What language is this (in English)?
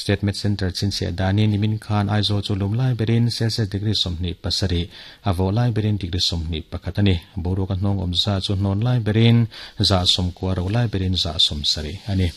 Mizo